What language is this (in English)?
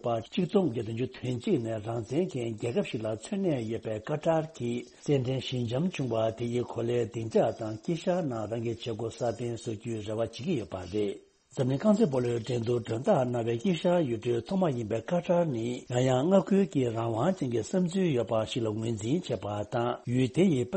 Tibetan